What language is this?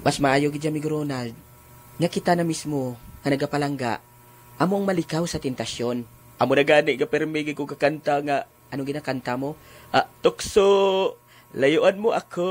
Hiligaynon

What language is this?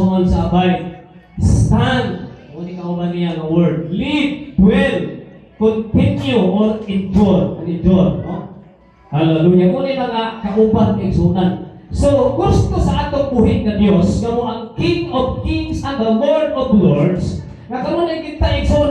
Cebuano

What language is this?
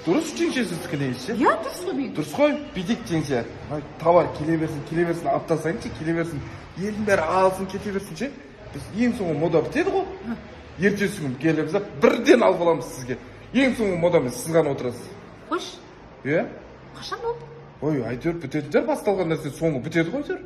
Kazakh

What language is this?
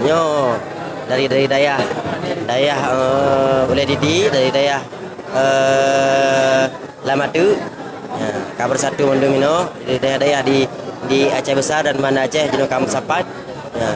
Achinese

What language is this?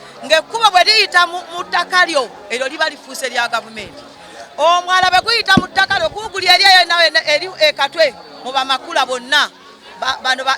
Ganda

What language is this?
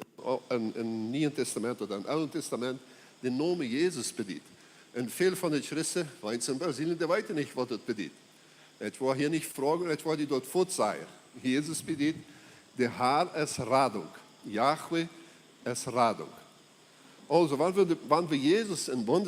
Plautdietsch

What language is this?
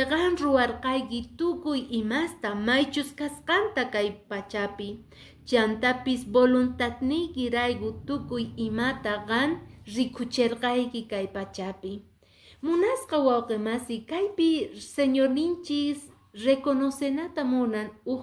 Quechua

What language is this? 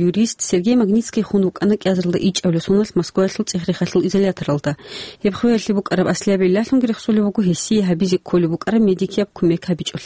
Avaric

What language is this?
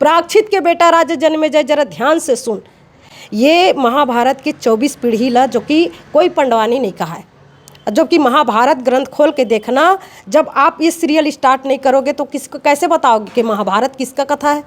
Chhattisgarhi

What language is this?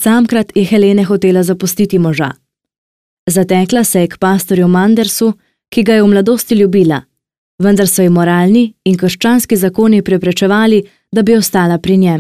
Slovenian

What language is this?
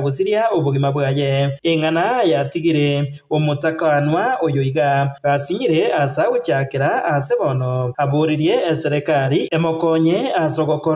Gusii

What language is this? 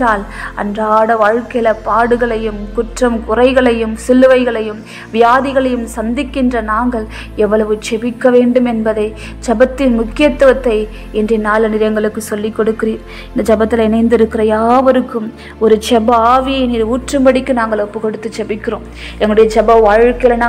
Tamil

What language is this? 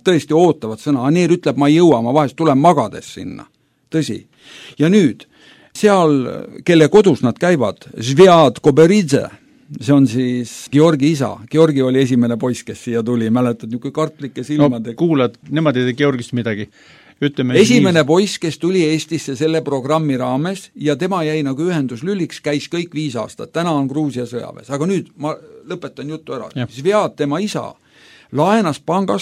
Estonian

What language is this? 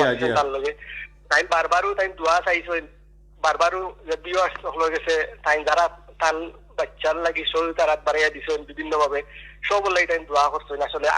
Sylheti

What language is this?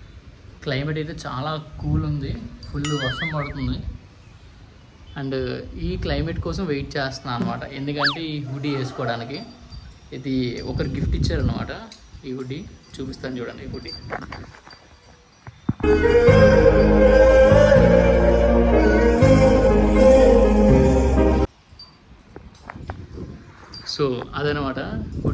Telugu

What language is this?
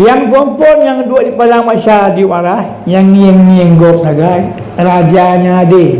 Achinese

